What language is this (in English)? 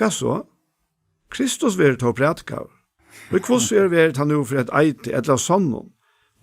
Faroese